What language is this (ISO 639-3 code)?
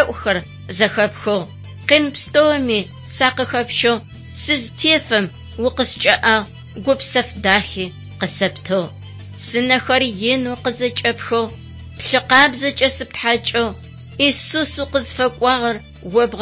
ady